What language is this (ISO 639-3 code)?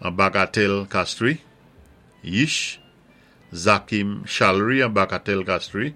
acf